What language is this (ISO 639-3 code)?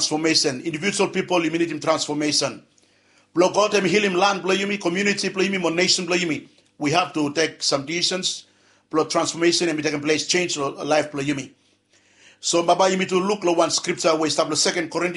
bis